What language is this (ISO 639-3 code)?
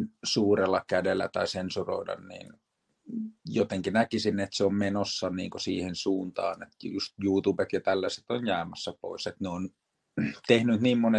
fin